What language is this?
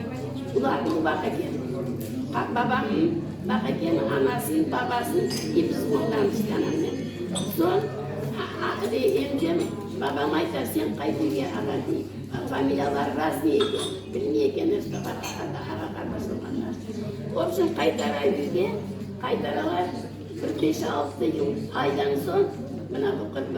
Crimean Tatar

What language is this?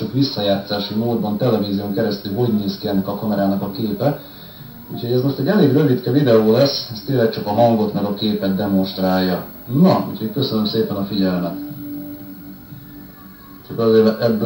Hungarian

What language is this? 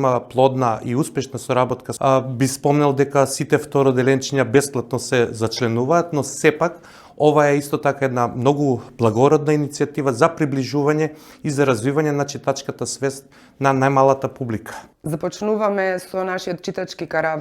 Macedonian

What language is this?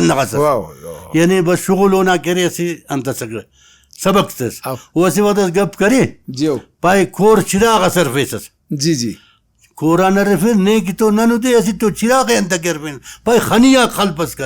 Brahui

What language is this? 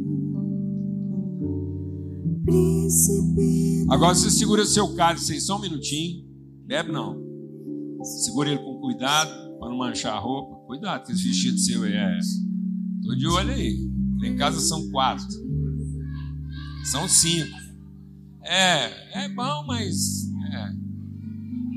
Portuguese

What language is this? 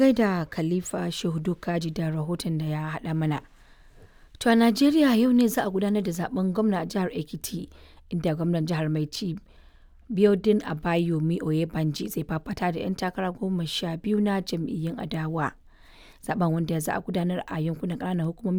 Hausa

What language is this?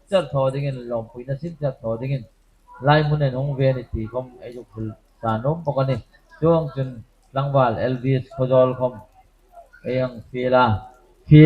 Hmar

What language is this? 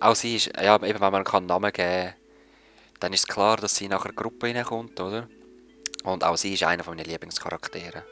Swiss German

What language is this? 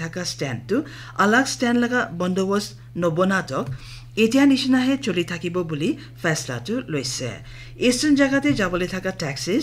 Naga Pidgin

